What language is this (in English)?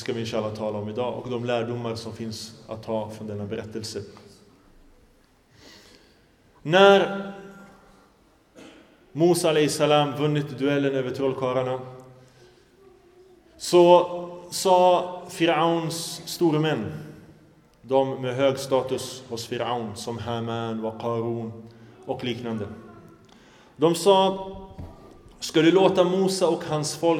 Swedish